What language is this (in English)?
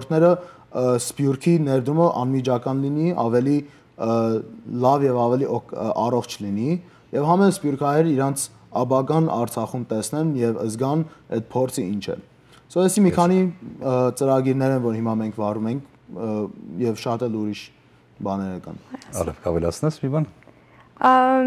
Western Armenian